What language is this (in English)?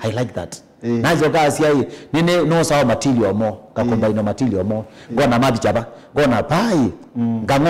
Kamba